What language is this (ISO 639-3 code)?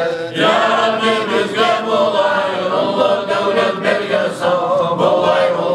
kum